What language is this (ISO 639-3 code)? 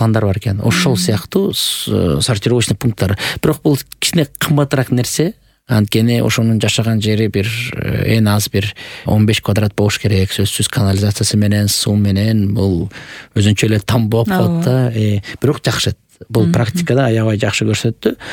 kir